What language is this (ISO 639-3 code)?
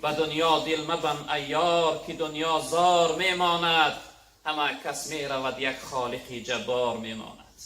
tgk